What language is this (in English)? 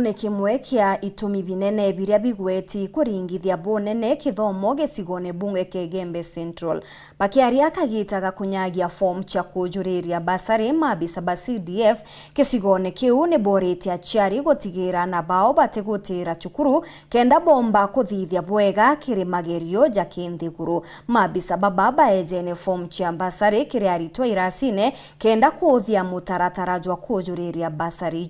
Meru